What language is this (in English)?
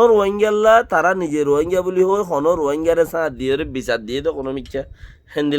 Rohingya